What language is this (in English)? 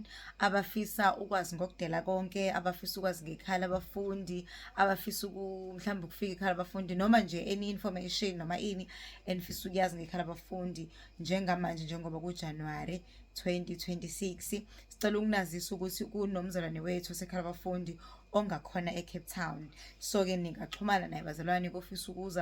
Zulu